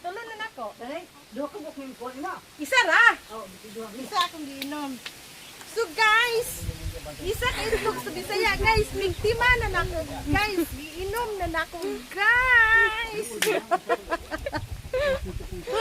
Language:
Cebuano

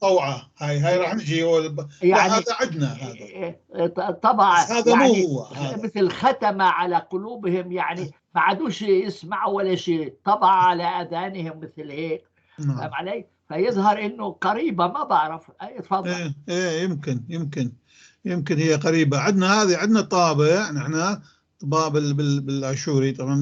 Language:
North Levantine Arabic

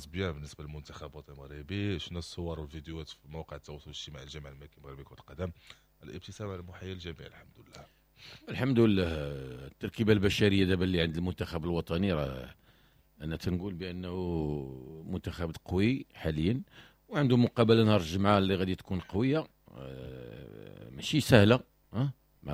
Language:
Moroccan Arabic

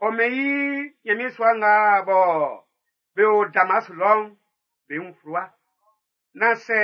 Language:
Baoulé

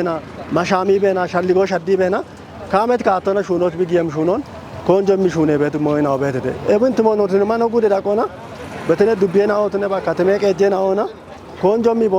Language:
Kafa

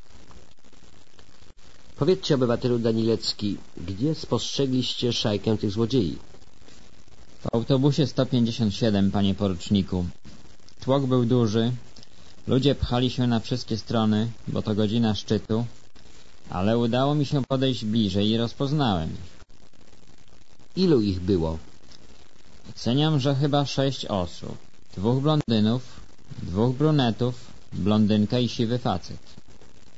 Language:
Polish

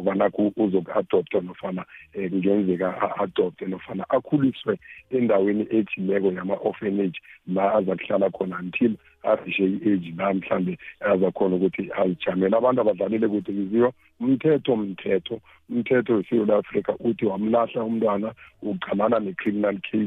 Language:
South Ndebele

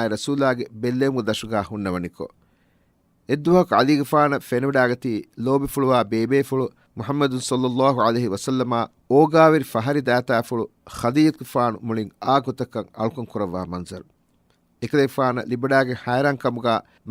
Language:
Divehi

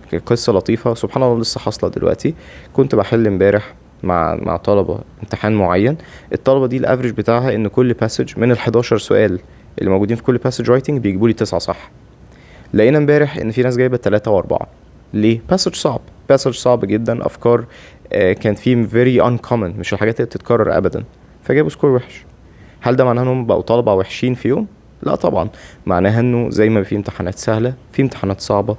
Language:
Egyptian Arabic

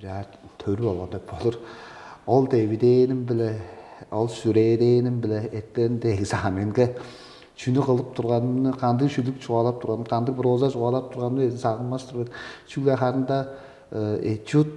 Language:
Tuvinian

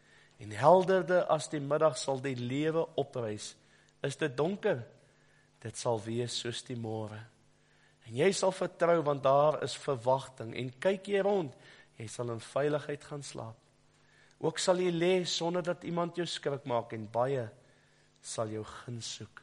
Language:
Afrikaans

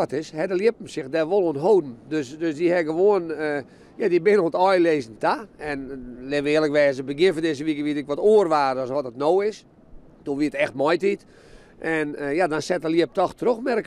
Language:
Western Frisian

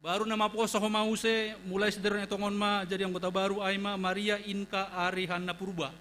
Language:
Batak Simalungun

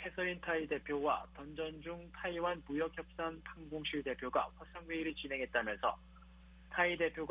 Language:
Korean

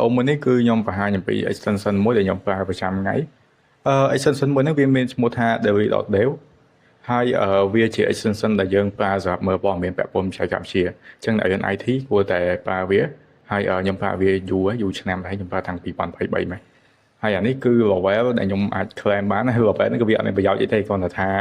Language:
Khmer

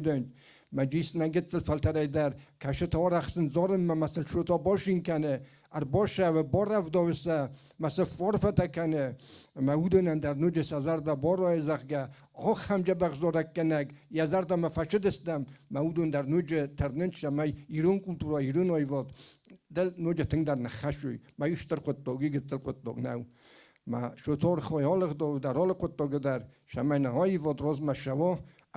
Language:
Ossetic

